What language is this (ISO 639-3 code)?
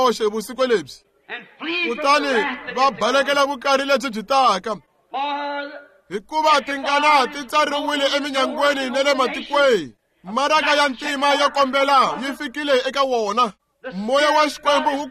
tso